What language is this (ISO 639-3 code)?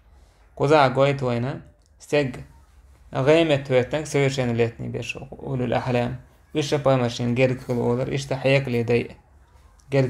che